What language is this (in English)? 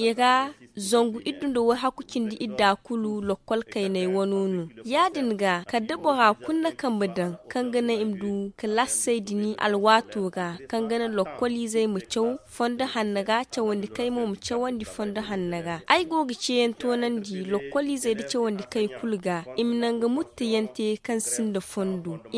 Zarma